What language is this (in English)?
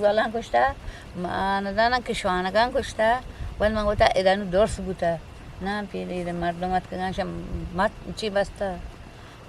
Eastern Balochi